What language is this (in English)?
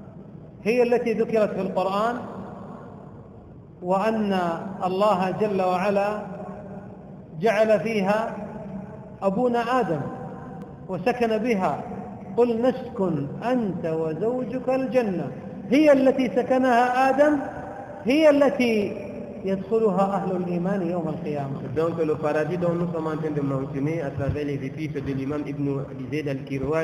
French